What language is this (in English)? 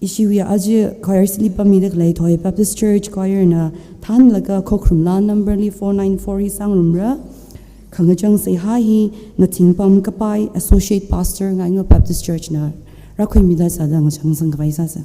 Tangkhul Naga (India)